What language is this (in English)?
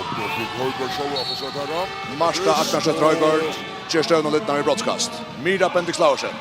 Faroese